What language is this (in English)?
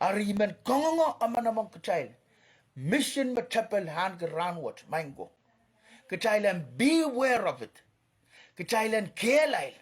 Pohnpeian